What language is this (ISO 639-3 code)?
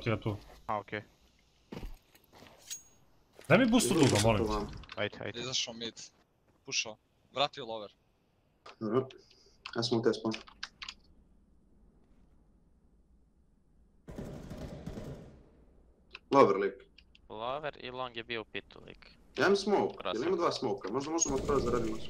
hrv